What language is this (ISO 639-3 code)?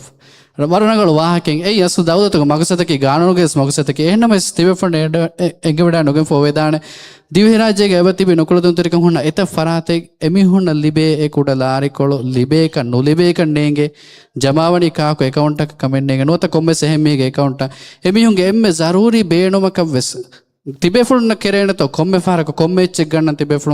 div